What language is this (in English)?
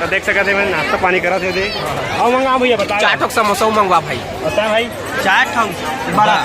Chhattisgarhi